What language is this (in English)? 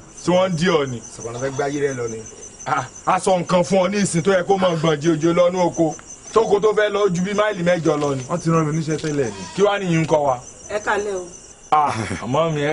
Yoruba